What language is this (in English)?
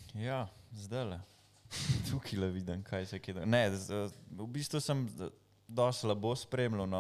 Slovenian